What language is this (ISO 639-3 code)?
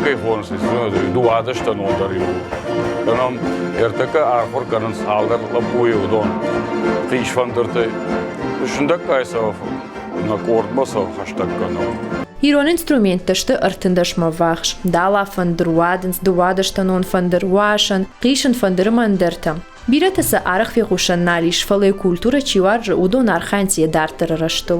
oss